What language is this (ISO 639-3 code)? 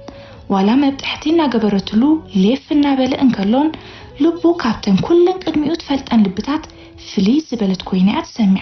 tir